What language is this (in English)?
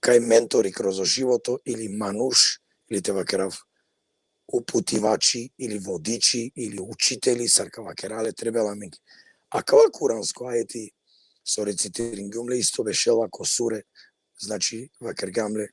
Balkan Romani